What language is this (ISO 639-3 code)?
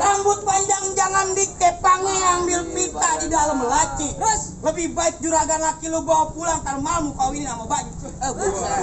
bew